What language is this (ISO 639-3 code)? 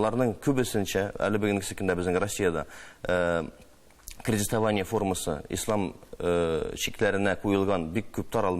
tat